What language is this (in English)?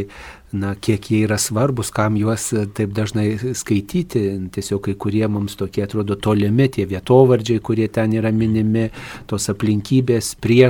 Lithuanian